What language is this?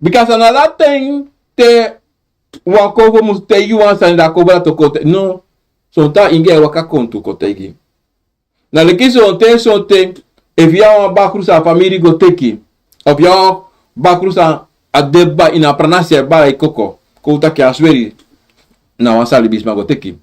Sranan Tongo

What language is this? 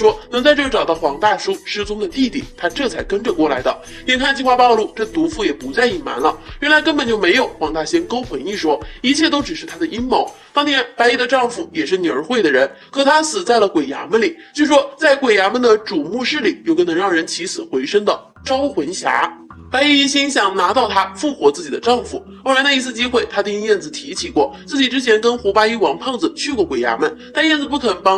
Chinese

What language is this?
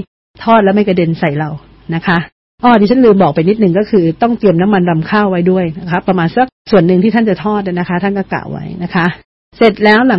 Thai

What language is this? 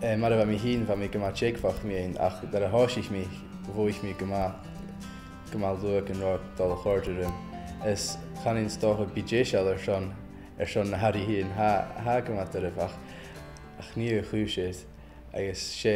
Scottish Gaelic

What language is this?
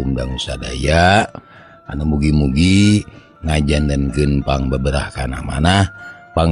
Sundanese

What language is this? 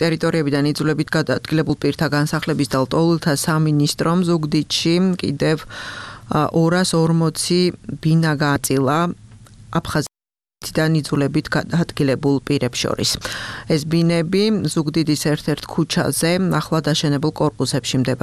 Georgian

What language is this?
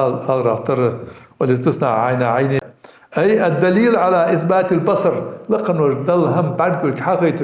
Ingush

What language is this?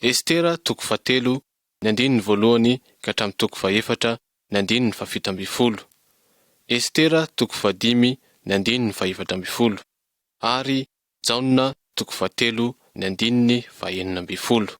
Malagasy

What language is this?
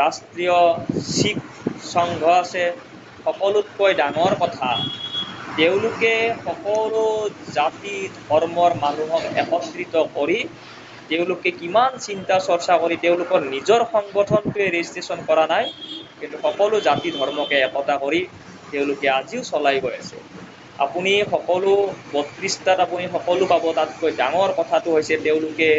Assamese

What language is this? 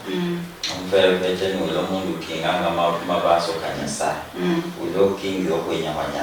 Luyia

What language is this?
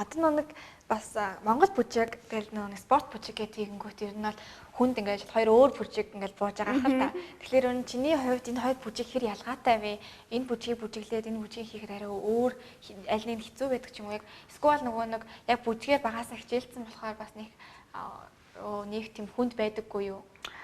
Mongolian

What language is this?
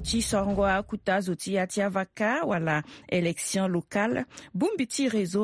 Sango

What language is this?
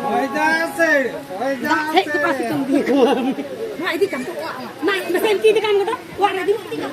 Santali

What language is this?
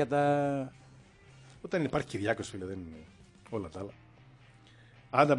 Greek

